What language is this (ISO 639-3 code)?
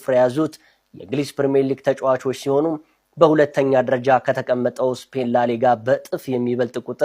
amh